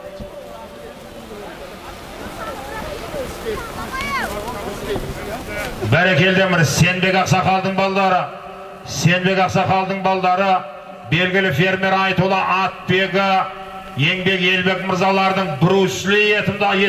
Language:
Kazakh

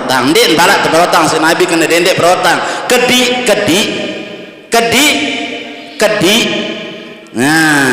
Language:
Sasak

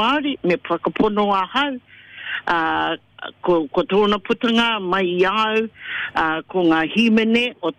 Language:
Māori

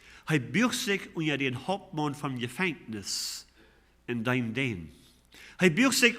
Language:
Plautdietsch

